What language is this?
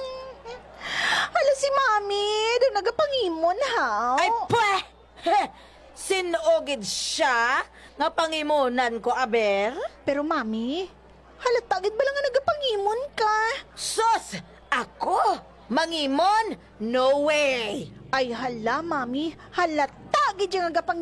Hiligaynon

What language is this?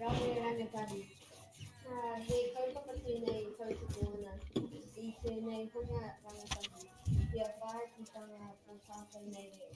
Māori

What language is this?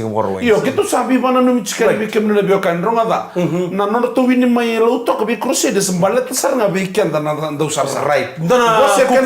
Fijian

